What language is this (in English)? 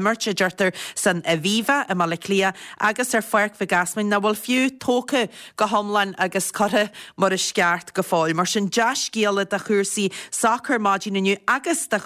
Irish